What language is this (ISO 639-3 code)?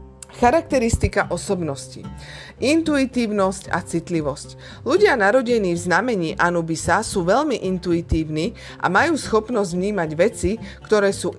slk